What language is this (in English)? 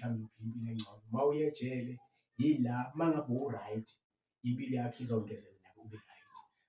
Zulu